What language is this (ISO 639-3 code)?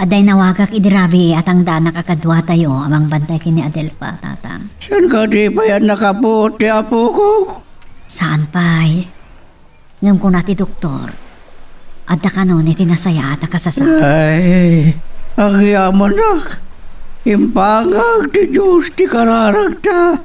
ilo